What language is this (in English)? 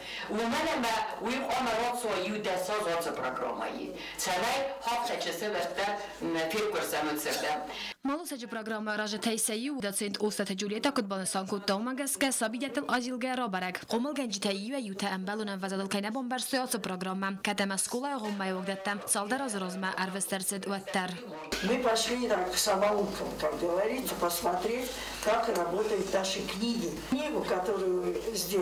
Ossetic